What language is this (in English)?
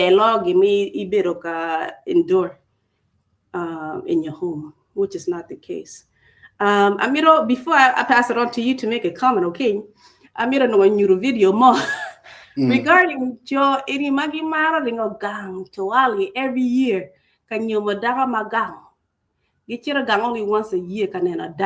Acoli